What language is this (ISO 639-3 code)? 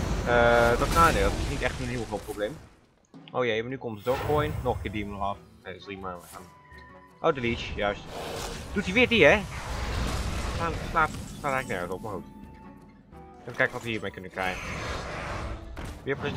nld